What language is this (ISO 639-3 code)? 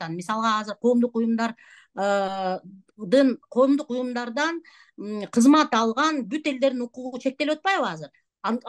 kir